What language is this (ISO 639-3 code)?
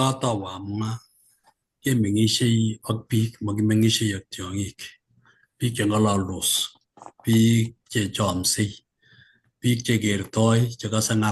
kln